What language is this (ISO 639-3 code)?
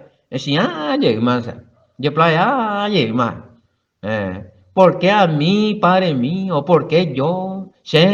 grn